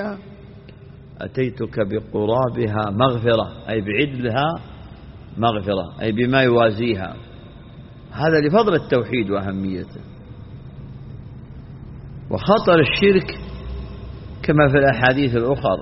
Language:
Arabic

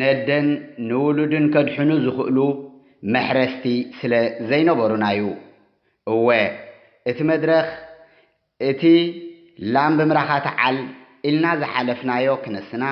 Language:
Tigrinya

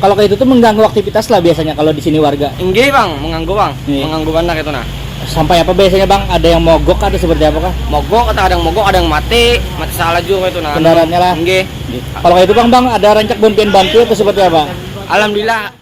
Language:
Banjar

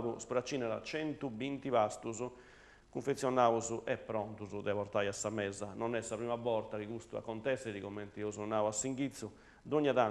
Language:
Sardinian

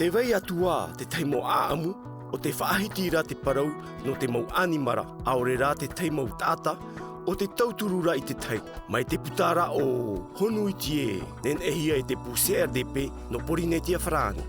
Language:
Tahitian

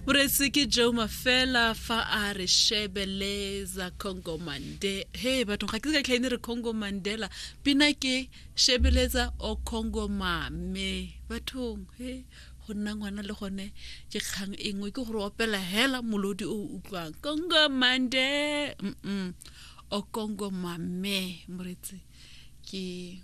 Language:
Tswana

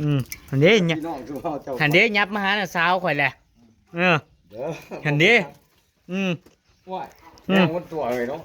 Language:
Northeastern Thai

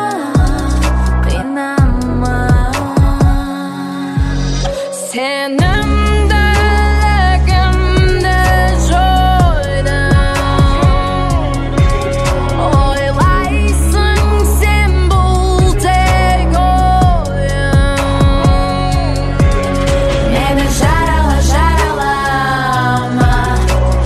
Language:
Kazakh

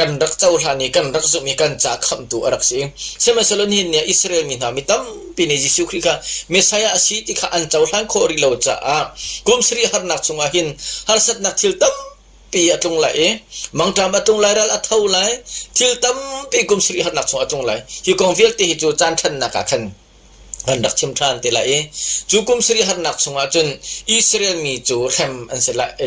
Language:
Hakha Chin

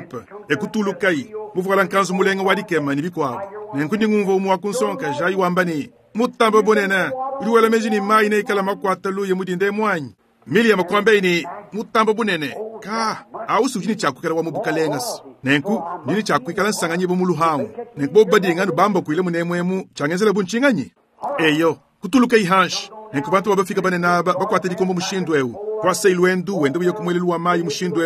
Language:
Luba-Lulua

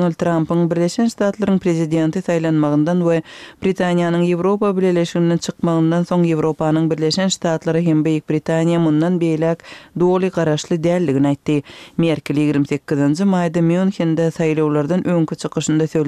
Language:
Kyrgyz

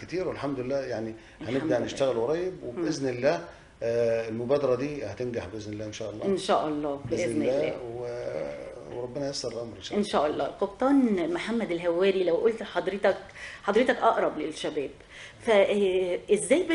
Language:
Egyptian Arabic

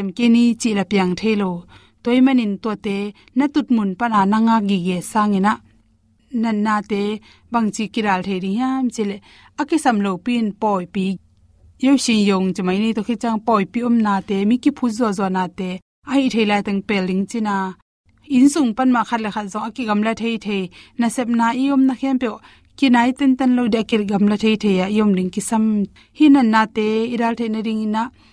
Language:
Tedim Chin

